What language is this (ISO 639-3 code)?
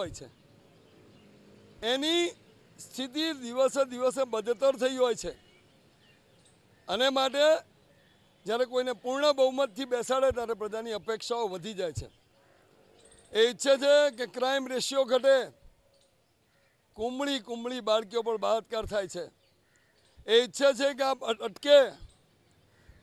guj